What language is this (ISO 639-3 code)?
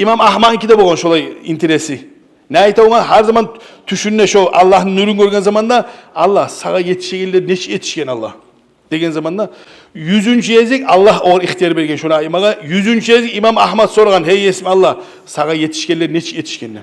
kum